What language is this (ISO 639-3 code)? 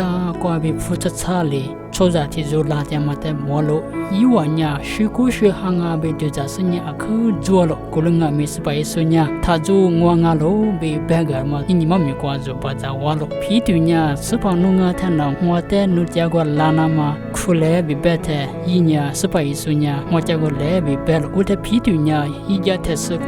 lis